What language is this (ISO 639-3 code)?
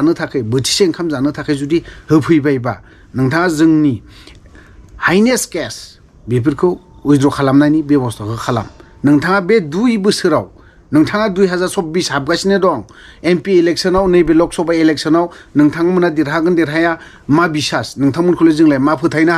brx